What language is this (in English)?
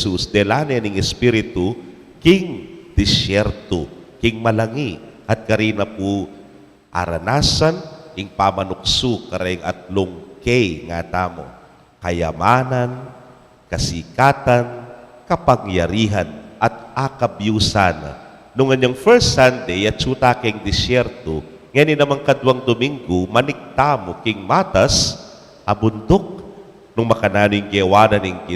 Pampanga